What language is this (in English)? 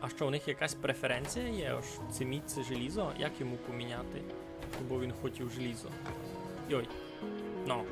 Rusyn